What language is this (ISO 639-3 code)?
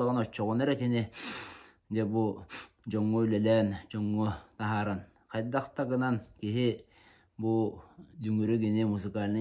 sah